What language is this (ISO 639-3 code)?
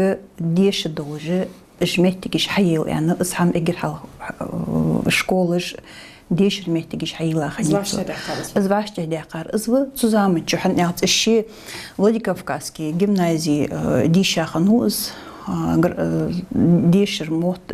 inh